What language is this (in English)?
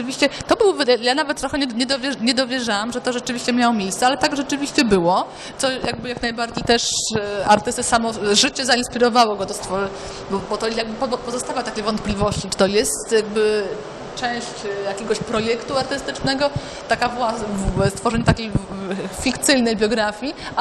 Polish